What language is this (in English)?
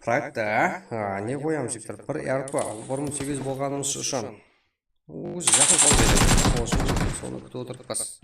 Kara-Kalpak